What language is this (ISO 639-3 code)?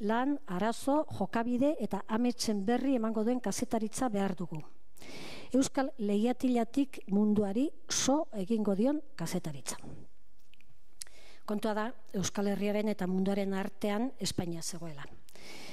eus